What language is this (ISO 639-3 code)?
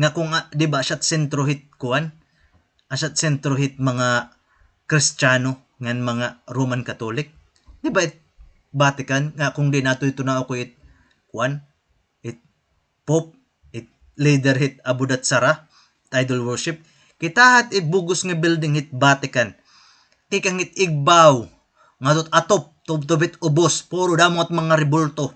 war